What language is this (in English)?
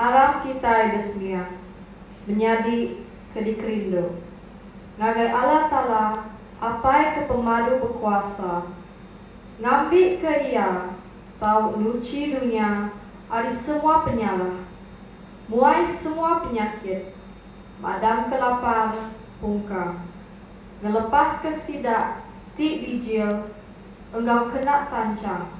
Iban